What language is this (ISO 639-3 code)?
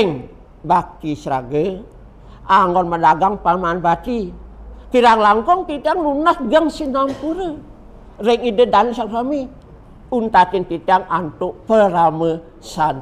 ban